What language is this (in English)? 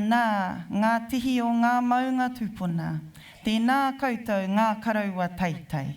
Māori